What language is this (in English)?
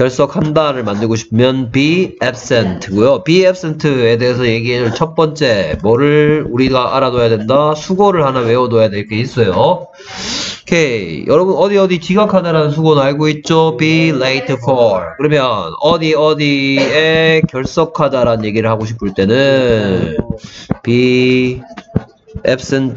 Korean